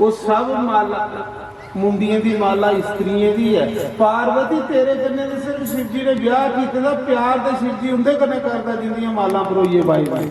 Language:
Dogri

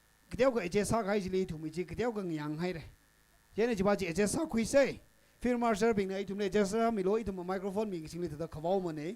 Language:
Tangkhul Naga (India)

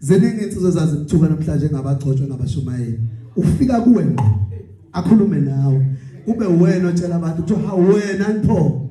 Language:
Zulu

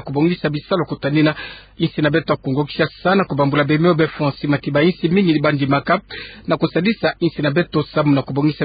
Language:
Kituba (Democratic Republic of Congo)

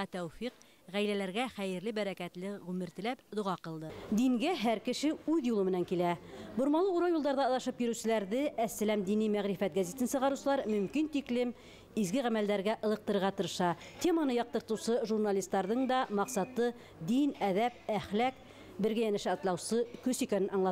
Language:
Bashkir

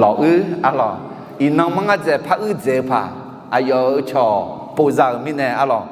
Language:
Akha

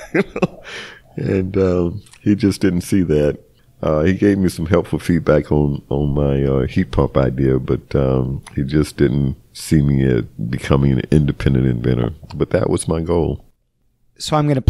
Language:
English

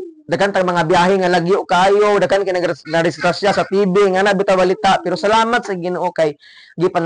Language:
Cebuano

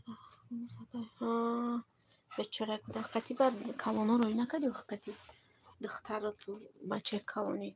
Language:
Tajik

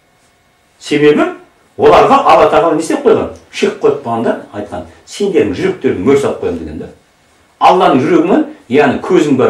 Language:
Kazakh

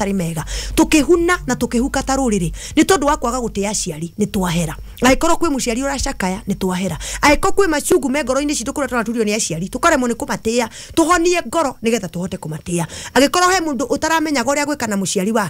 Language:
Kikuyu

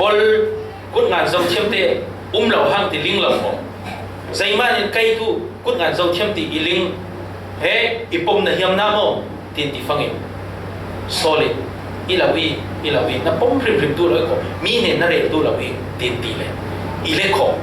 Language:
Falam Chin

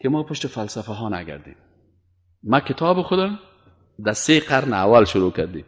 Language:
Persian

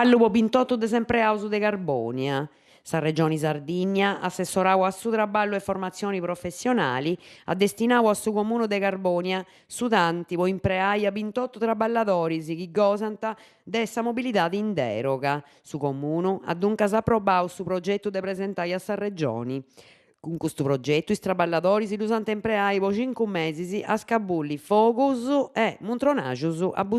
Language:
Sardinian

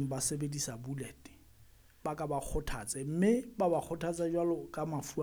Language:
Southern Sotho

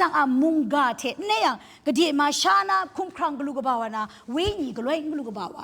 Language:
Kachin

